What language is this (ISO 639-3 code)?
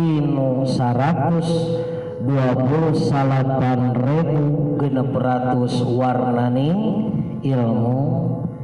sun